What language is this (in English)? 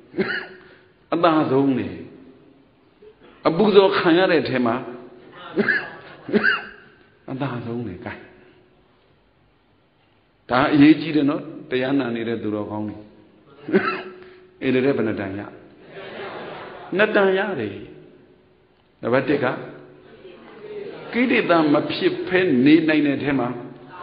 Burmese